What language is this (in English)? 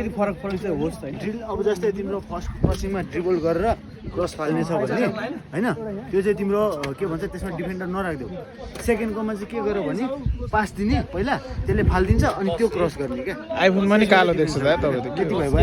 Nepali